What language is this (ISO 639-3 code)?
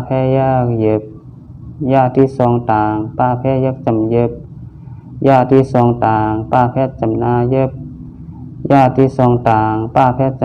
shn